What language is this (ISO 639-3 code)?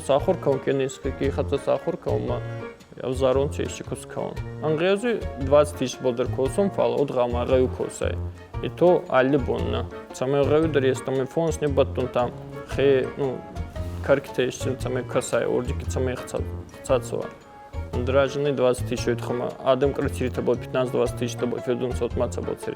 oss